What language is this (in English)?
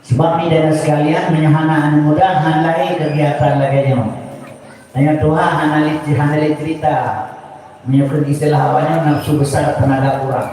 Achinese